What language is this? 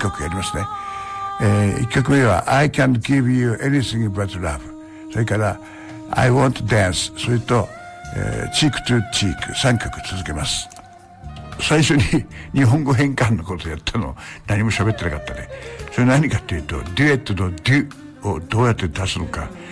Japanese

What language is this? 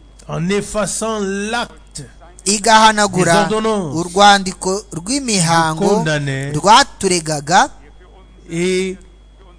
Kinyarwanda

